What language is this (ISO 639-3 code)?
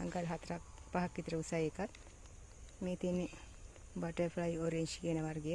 sin